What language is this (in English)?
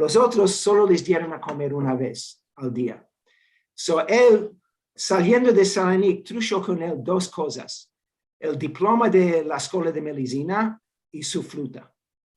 Ladino